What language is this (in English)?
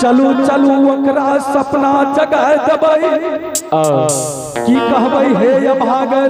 Angika